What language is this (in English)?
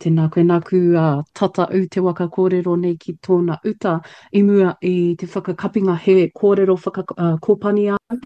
Māori